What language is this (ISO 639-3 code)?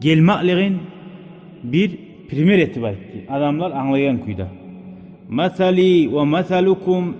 kum